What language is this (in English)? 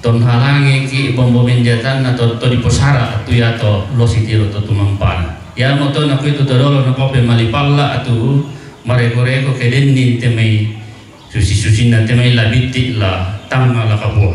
Toraja-Sa'dan